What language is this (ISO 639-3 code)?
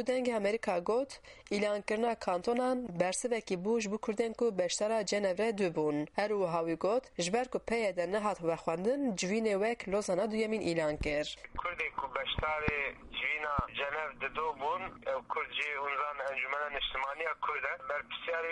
kur